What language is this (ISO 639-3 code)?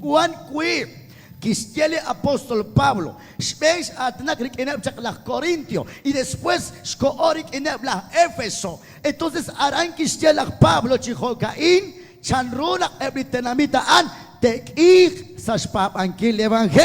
kek